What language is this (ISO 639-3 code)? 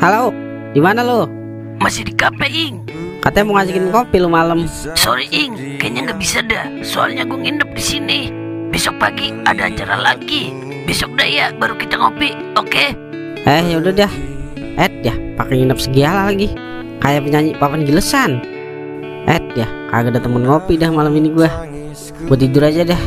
bew